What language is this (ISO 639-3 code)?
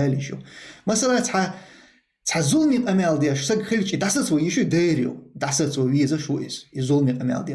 che